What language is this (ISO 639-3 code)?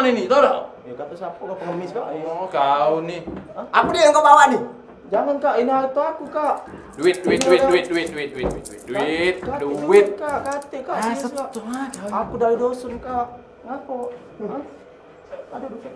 mui